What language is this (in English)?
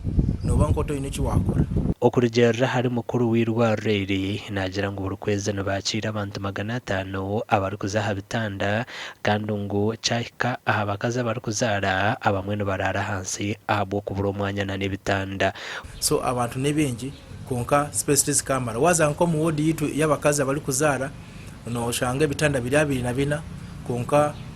Nyankole